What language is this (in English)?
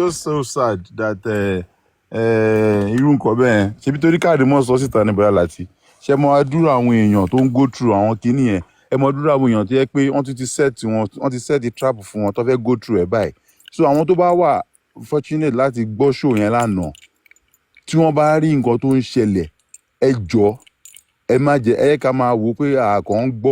Yoruba